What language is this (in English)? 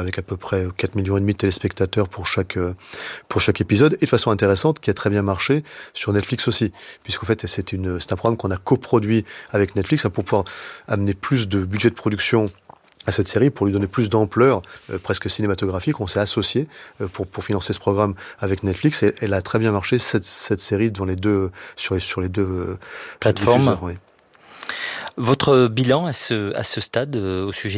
French